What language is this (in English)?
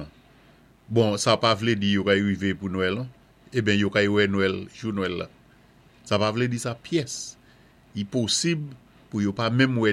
Saint Lucian Creole French